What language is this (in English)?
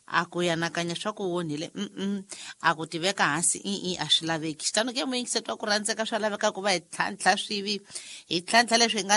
Tsonga